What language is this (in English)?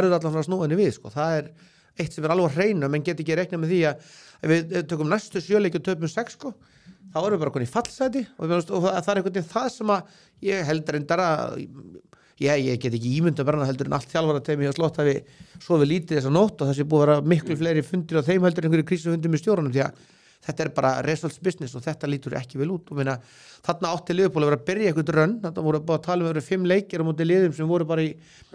Icelandic